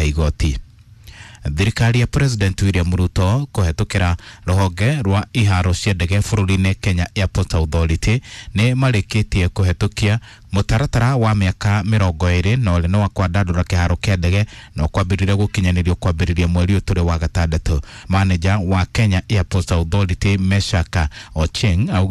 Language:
Kikuyu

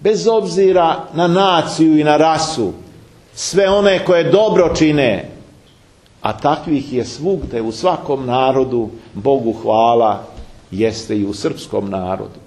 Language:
Serbian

